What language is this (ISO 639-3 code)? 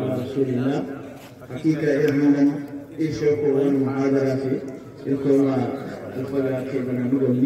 hau